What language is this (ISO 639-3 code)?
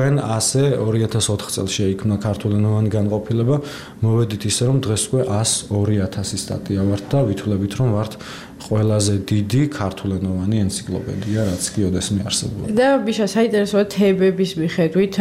kat